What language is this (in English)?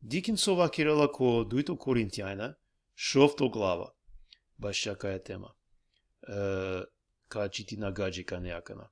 Balkan Romani